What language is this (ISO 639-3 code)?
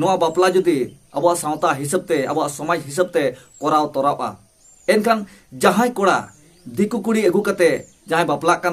sat